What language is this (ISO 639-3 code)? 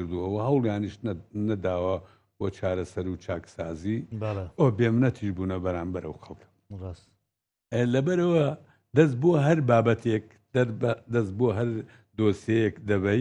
ckb